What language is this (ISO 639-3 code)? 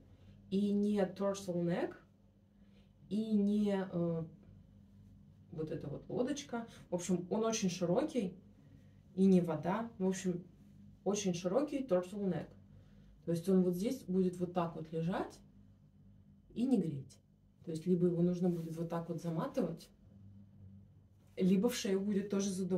rus